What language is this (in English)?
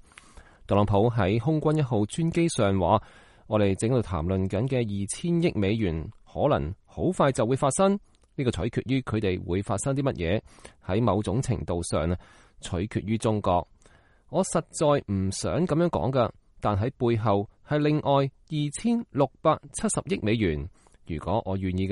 Cantonese